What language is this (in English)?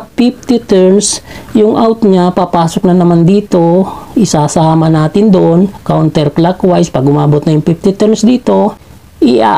Filipino